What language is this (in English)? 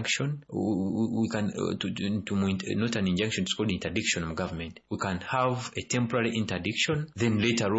Nyoro